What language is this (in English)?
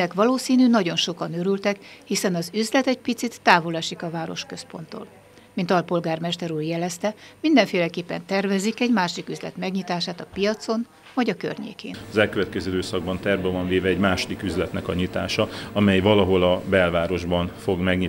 Hungarian